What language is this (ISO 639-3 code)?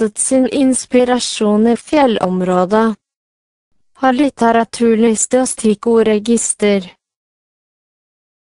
nor